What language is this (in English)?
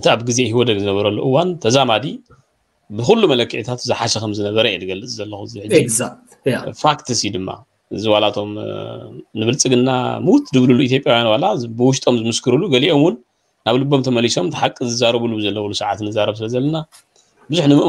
Tigrinya